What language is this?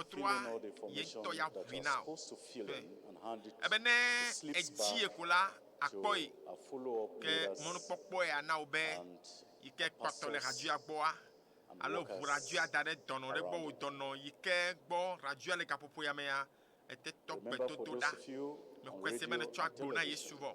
Ewe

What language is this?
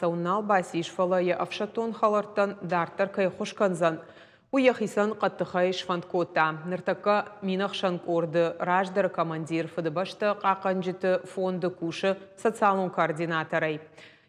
Ossetic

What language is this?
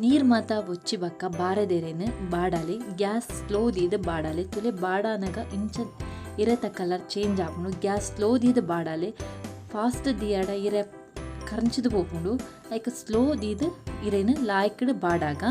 Tulu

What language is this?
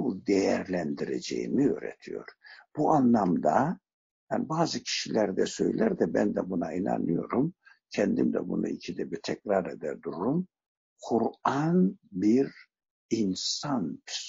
Turkish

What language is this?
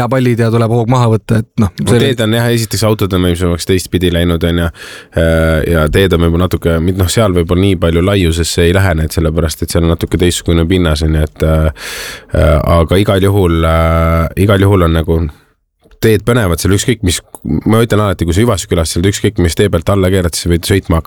Estonian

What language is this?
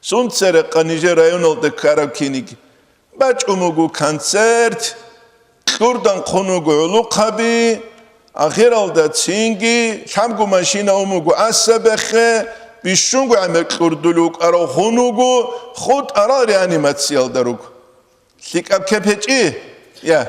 Avaric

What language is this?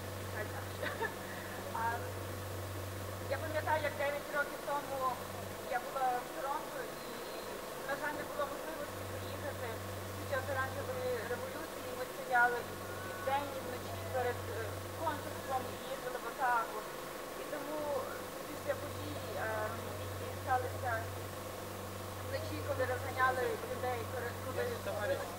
Ukrainian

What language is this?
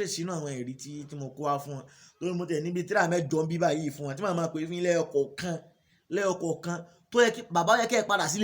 Yoruba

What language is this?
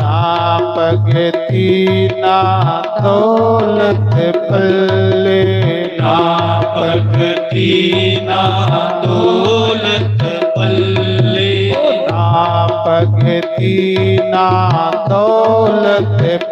Dogri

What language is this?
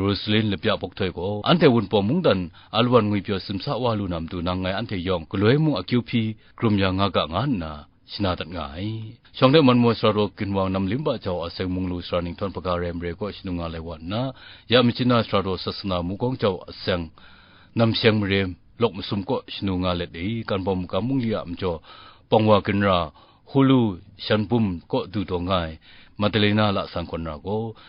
Kachin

